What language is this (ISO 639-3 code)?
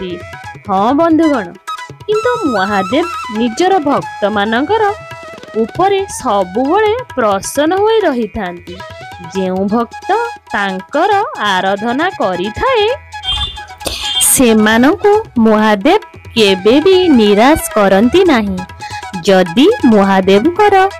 ori